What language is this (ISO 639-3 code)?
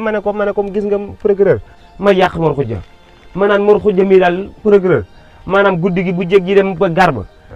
wol